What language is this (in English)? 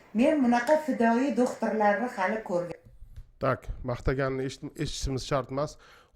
Uzbek